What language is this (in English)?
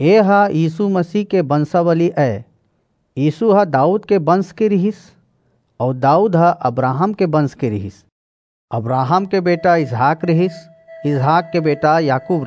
Chhattisgarhi